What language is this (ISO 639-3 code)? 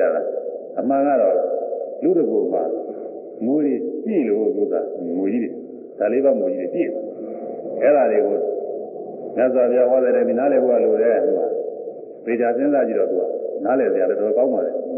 mya